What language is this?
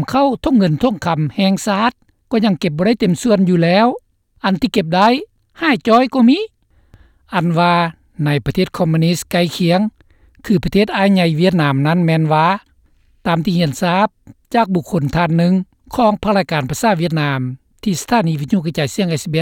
Lao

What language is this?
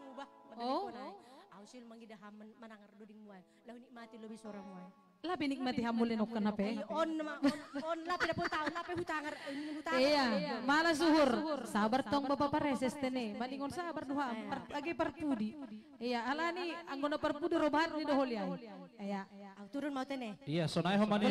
Batak Simalungun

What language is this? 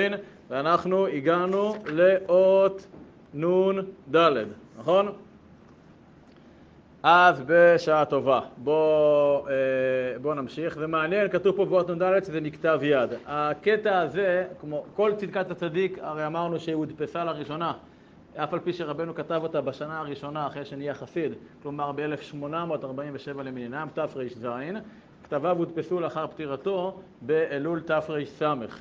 Hebrew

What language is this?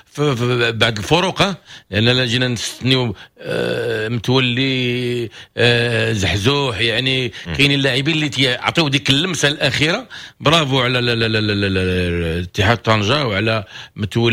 Moroccan Arabic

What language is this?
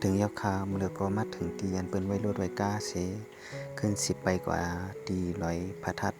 Shan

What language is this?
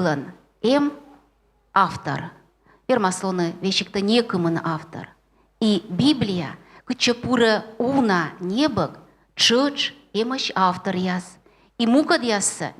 Komi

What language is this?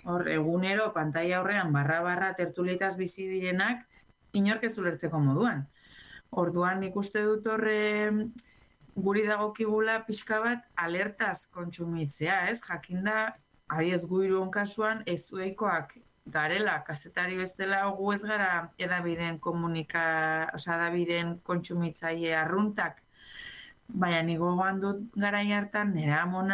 Basque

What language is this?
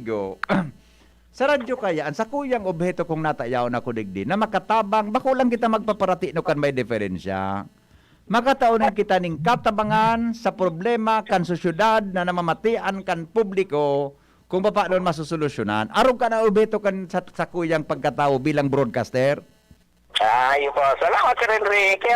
Bikol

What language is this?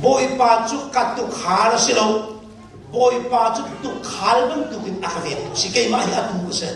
Hakha Chin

